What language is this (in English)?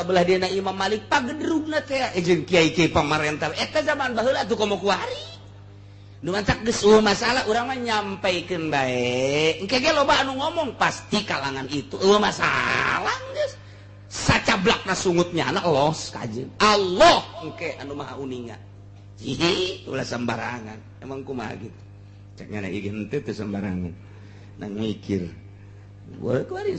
Sundanese